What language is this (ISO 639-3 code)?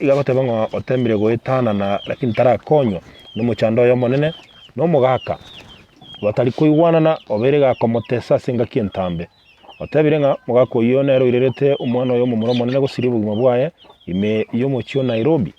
guz